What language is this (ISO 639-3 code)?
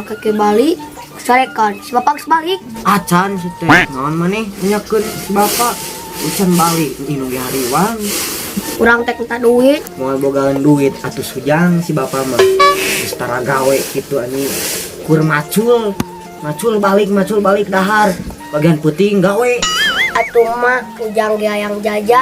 sun